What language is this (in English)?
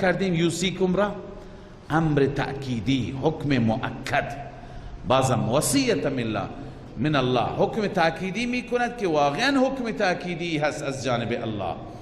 Persian